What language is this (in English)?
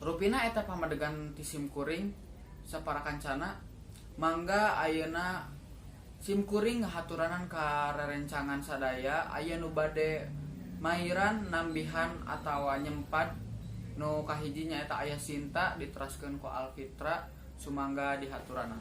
Sundanese